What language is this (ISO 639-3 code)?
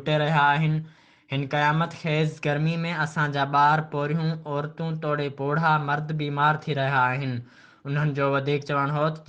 snd